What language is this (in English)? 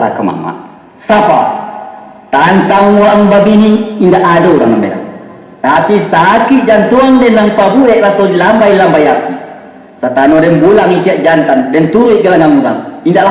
Minangkabau